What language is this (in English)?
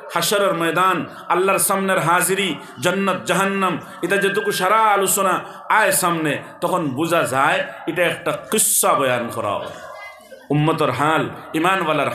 Sylheti